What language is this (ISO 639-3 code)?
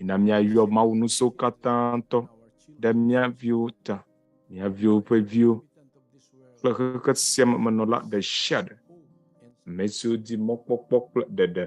ewe